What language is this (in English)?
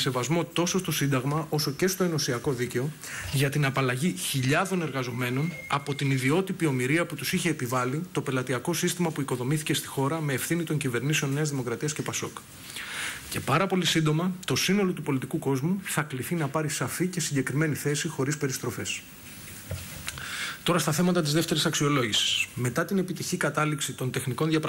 Greek